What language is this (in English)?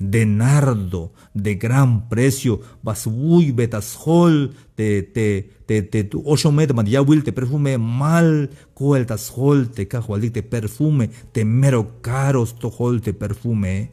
Tzeltal